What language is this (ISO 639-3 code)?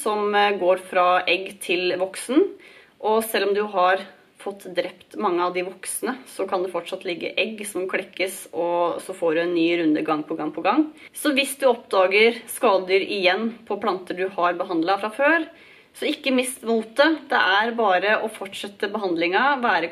nor